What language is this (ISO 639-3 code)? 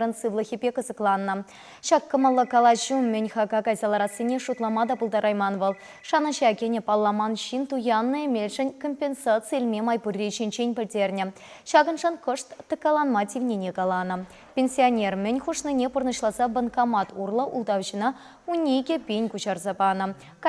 chv